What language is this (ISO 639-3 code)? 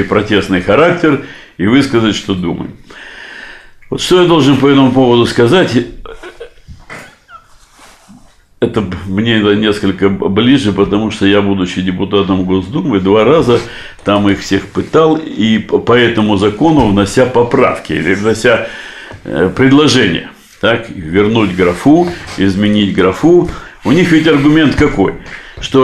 rus